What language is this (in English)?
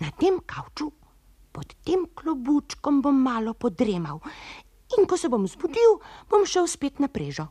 Slovenian